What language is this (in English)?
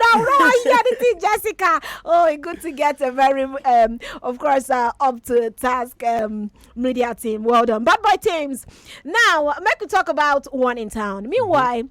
Nigerian Pidgin